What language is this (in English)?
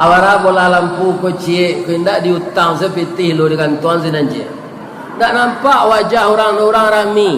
Minangkabau